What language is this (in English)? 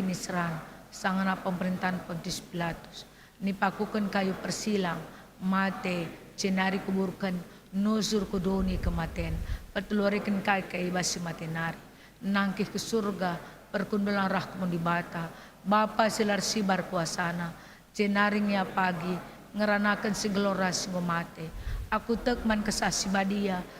Batak Karo